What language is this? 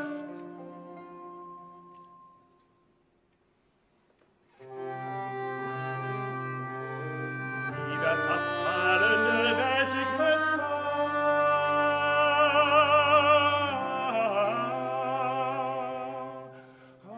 Dutch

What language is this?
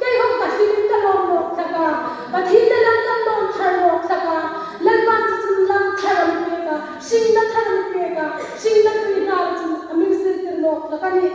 Hmar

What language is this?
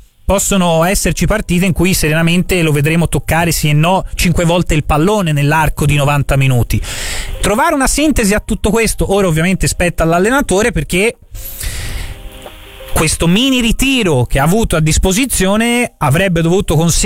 Italian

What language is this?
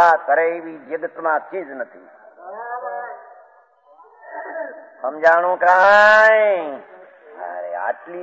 Gujarati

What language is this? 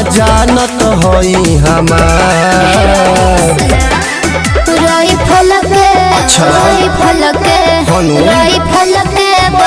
Bhojpuri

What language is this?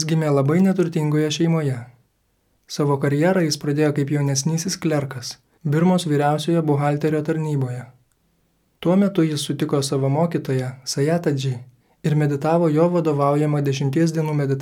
Lithuanian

